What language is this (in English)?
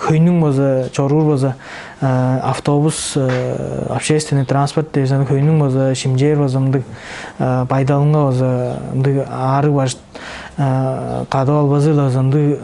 Tuvinian